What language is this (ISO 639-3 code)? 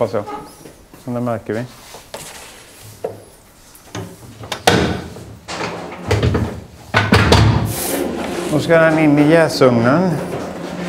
swe